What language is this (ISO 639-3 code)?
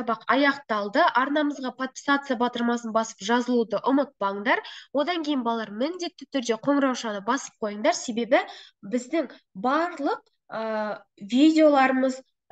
kaz